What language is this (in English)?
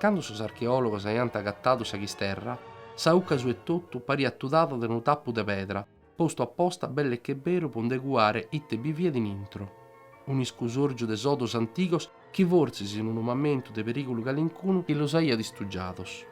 Sardinian